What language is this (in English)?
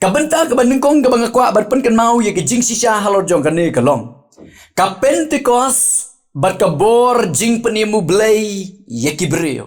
Khasi